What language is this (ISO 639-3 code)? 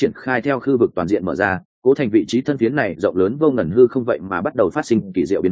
vie